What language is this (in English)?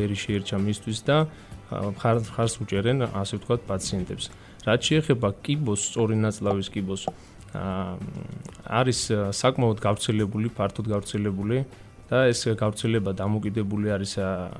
Georgian